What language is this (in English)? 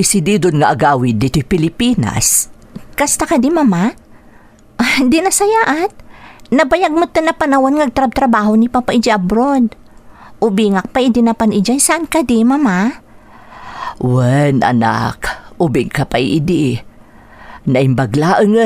Iloko